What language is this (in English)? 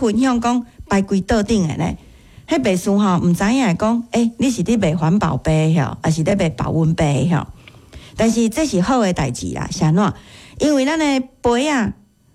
Min Nan Chinese